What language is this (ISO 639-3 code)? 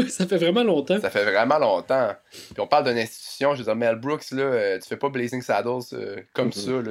fra